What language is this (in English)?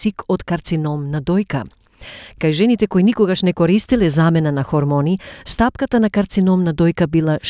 Macedonian